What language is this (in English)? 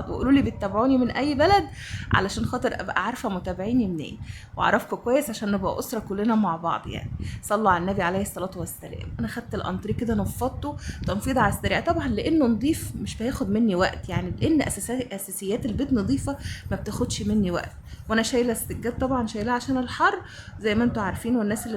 Egyptian Arabic